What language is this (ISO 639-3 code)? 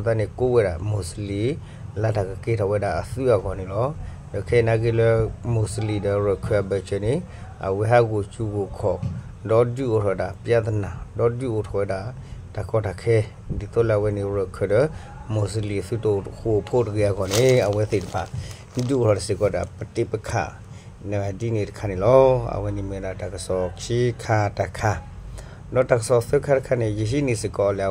ksw